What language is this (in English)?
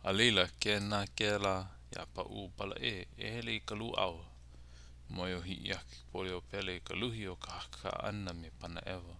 Hawaiian